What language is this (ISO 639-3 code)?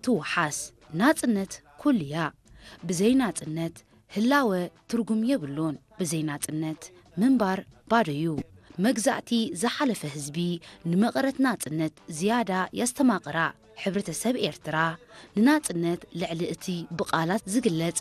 tir